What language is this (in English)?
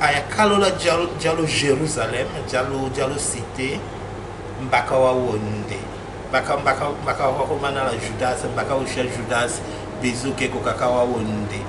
Tetela